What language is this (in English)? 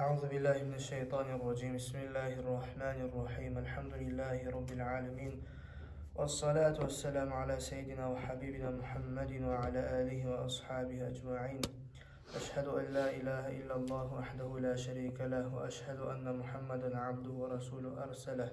Kumyk